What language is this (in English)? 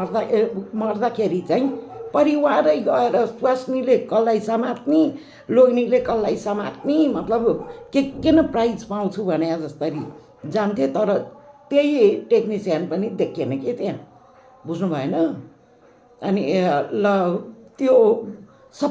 Nepali